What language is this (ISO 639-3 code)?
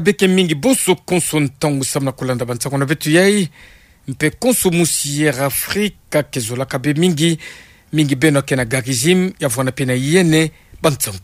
ktu